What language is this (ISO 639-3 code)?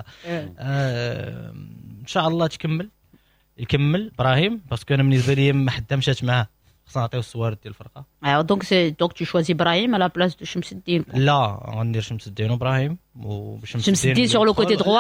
ary